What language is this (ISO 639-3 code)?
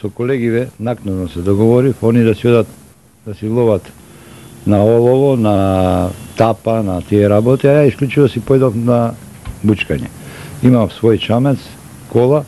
mkd